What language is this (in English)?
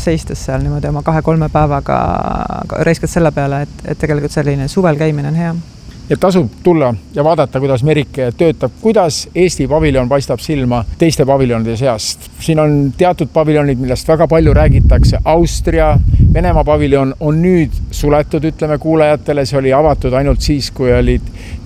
Estonian